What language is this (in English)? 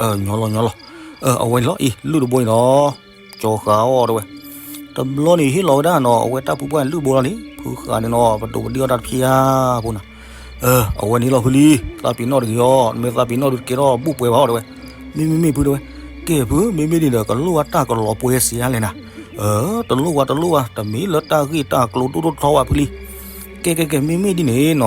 S'gaw Karen